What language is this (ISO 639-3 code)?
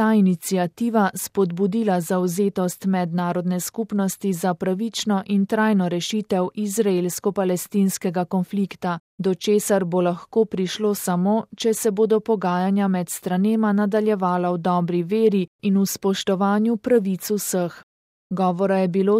slv